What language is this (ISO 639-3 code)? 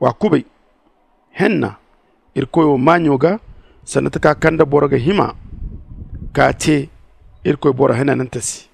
dje